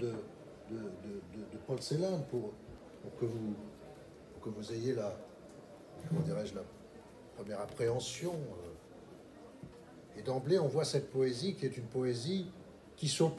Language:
French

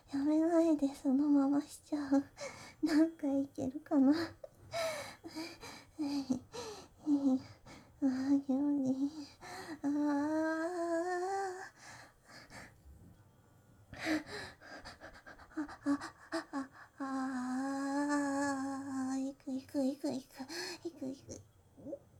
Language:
Japanese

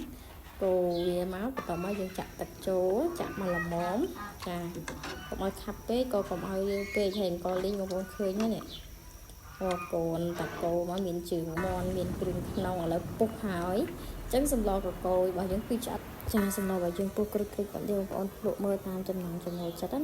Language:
Khmer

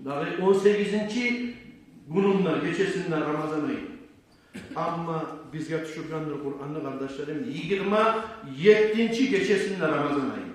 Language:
Kumyk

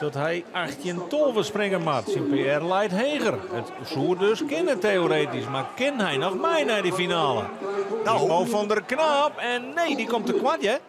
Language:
Western Frisian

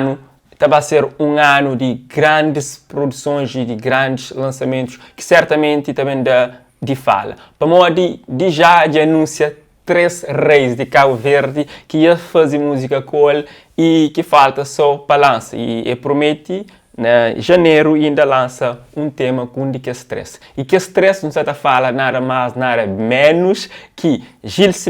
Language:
Kabuverdianu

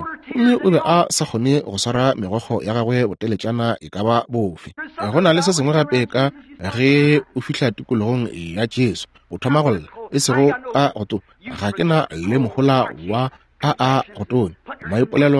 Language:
Northern Sotho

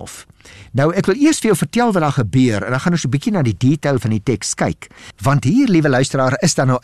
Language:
Afrikaans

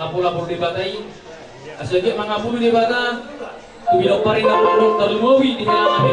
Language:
Batak Toba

